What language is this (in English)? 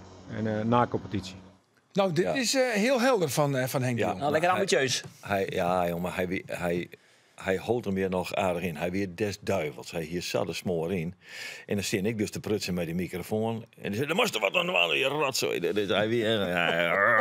Western Frisian